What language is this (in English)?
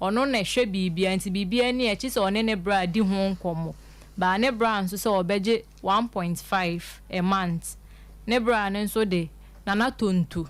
Akan